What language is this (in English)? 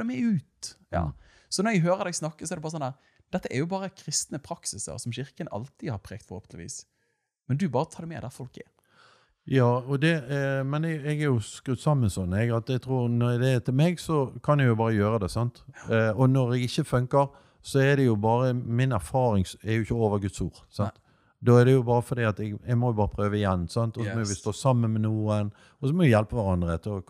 Norwegian